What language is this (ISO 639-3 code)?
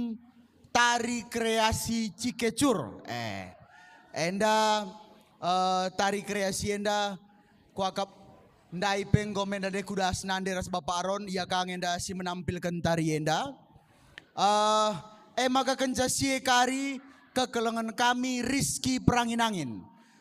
btx